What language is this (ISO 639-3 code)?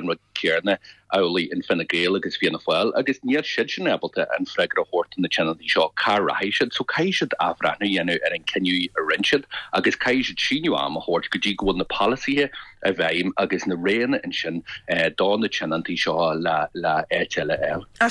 gle